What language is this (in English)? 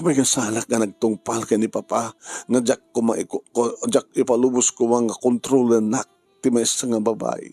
Iloko